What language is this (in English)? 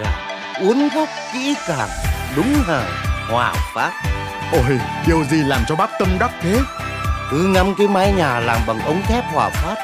Vietnamese